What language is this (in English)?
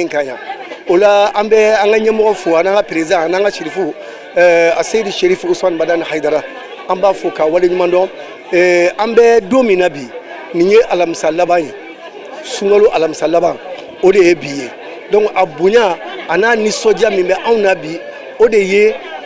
Bambara